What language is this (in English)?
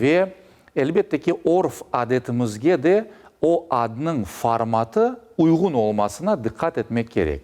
Crimean Tatar